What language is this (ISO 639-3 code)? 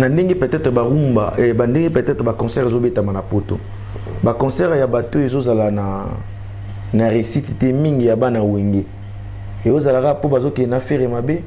lin